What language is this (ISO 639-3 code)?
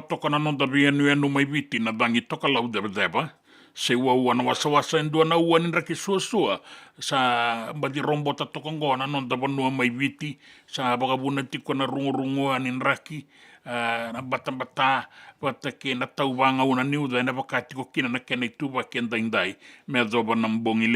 fij